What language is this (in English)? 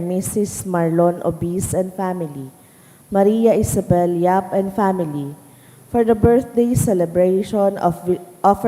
Bikol